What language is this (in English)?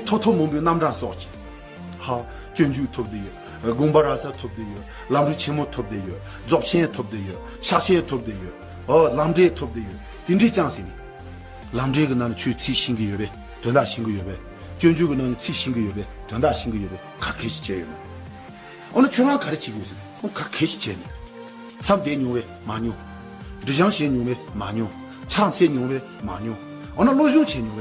Tibetan